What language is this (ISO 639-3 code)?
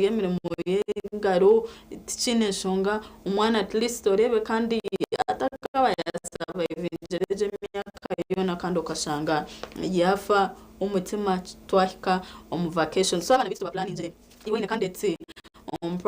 nyn